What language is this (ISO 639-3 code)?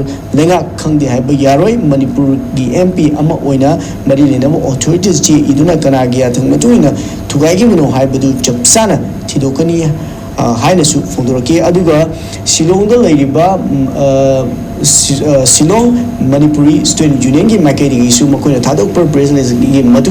mni